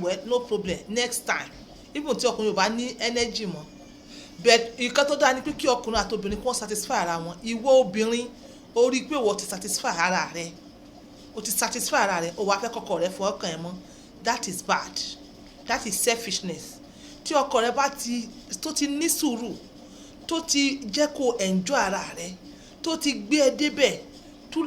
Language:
Yoruba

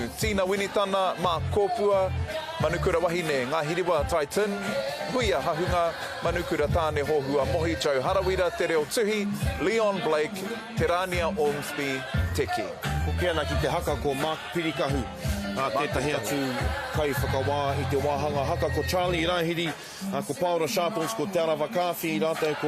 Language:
Māori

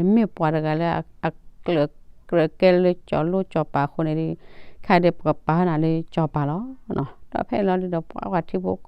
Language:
S'gaw Karen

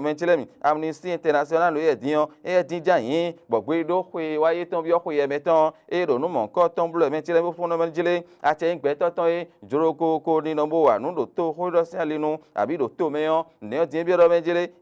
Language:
Fon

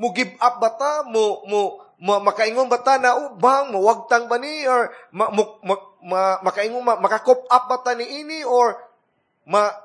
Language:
Cebuano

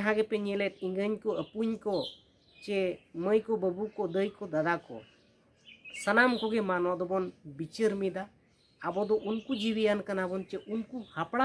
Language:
Santali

